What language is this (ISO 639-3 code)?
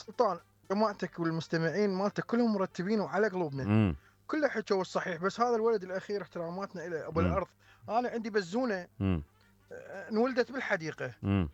acm